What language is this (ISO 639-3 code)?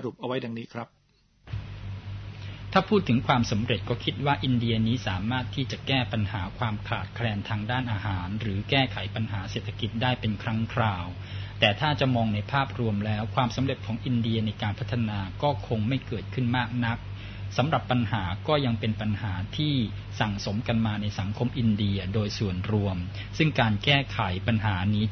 tha